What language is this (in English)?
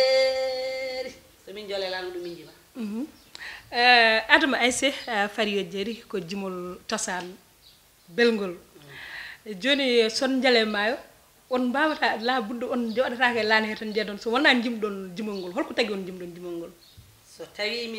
Fula